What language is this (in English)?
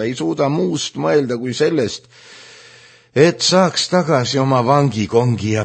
Estonian